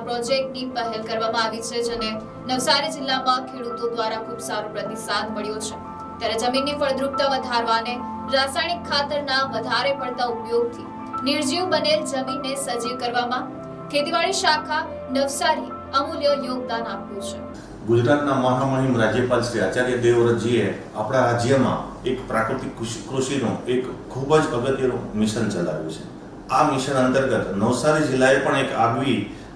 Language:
Gujarati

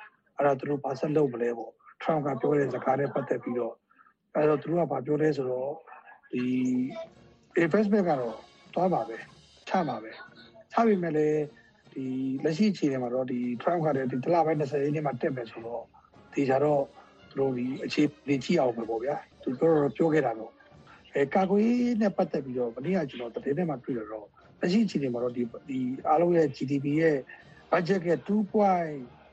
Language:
Burmese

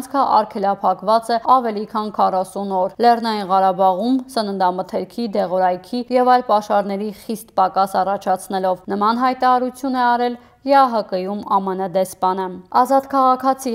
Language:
Armenian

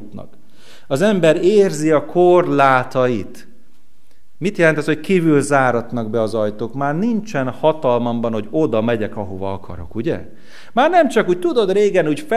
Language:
Hungarian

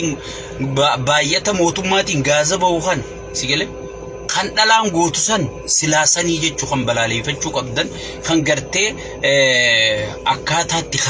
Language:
Oromo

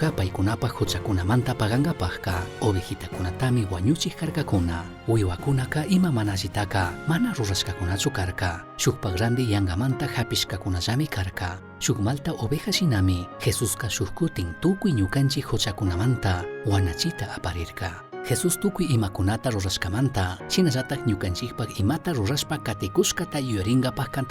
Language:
Chimborazo Highland Quichua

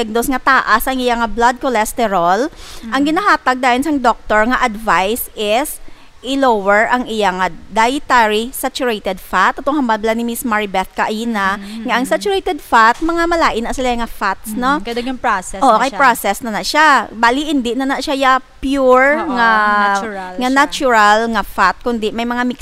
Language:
Hiligaynon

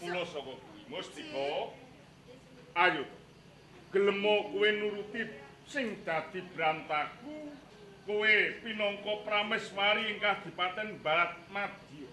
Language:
Javanese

